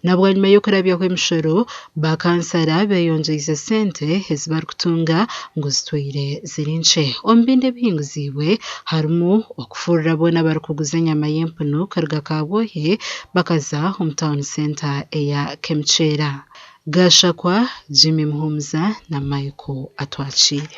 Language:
Nyankole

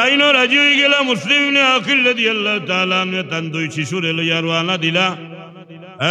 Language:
Sylheti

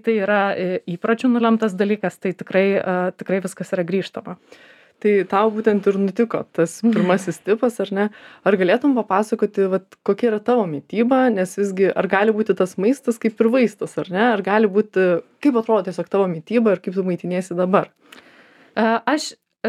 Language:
Lithuanian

